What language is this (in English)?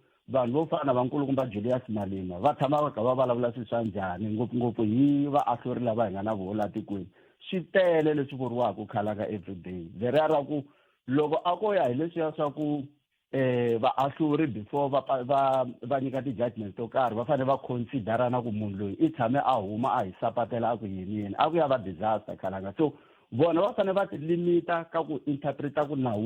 Tsonga